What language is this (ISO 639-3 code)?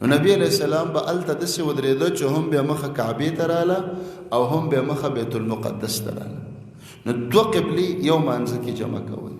pus